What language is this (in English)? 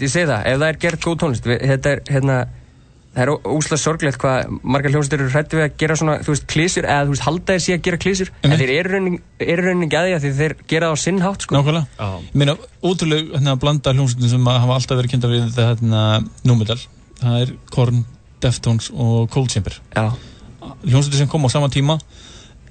Icelandic